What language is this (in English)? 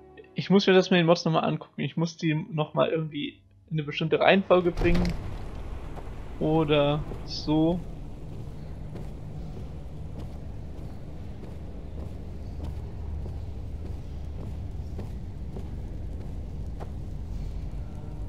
German